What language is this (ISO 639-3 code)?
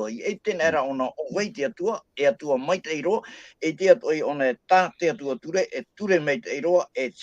tah